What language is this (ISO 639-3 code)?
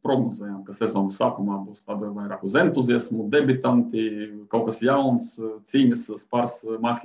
lav